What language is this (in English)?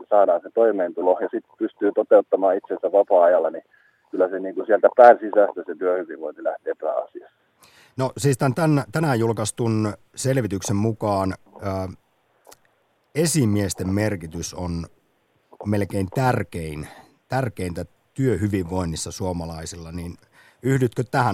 Finnish